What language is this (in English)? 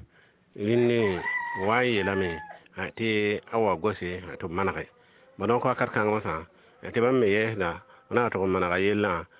Mossi